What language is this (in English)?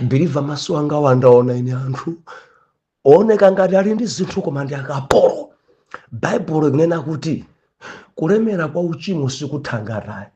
Nyanja